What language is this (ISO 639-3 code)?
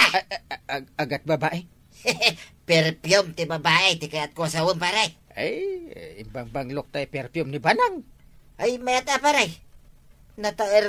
ilo